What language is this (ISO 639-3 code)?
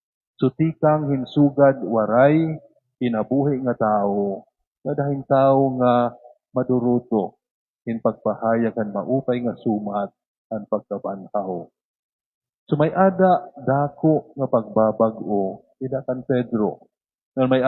war